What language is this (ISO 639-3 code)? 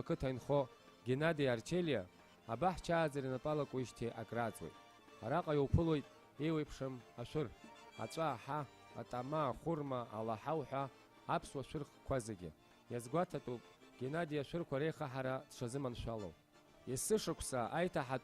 abk